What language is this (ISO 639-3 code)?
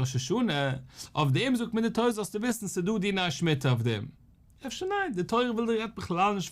yid